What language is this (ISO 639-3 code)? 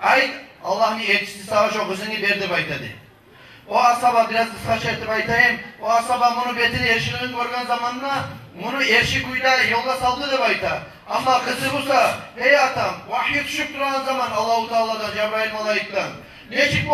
kum